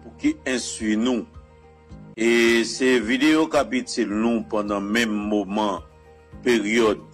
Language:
Haitian Creole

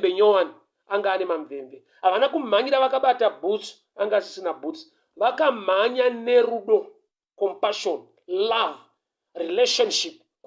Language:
Shona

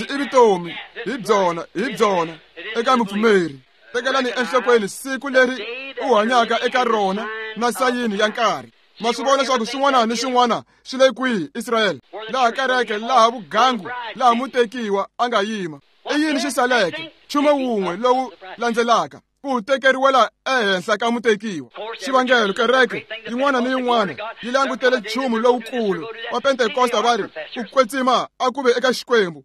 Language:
Tsonga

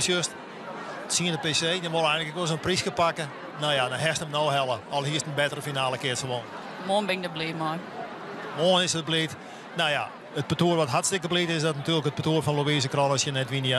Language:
Western Frisian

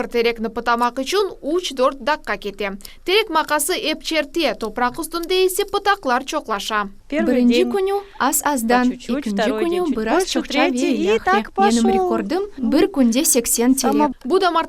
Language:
Crimean Tatar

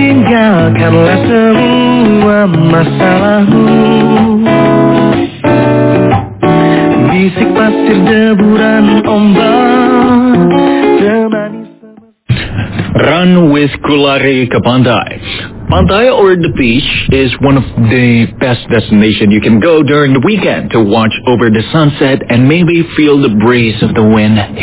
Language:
Indonesian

